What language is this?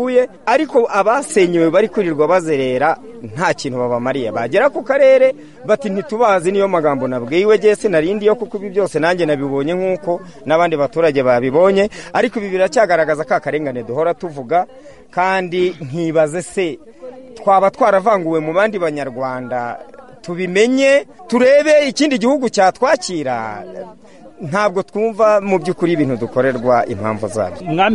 Kinyarwanda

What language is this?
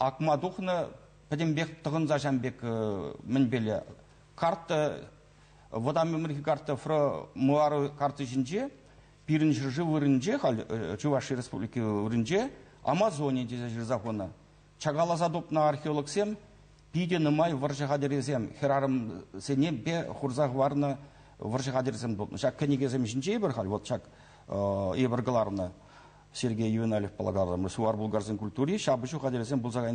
Chuvash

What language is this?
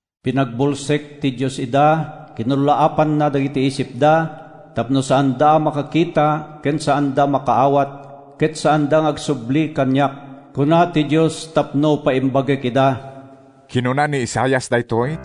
Iloko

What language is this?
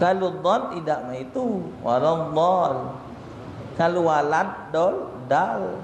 Musi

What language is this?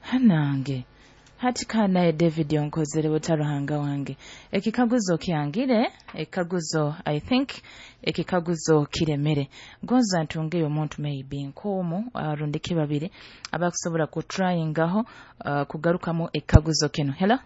Nyoro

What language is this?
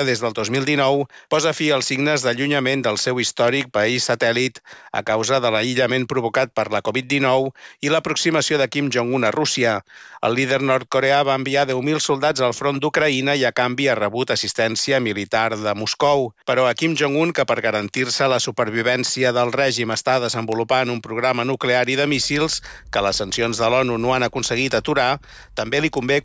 Catalan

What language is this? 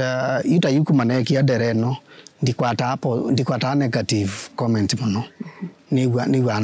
Kamba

